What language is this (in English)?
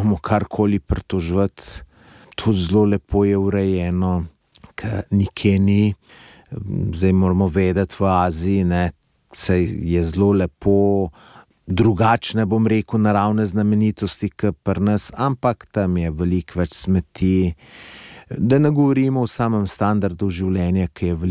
Slovenian